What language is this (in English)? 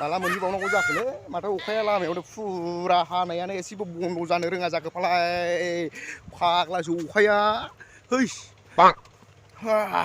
Bodo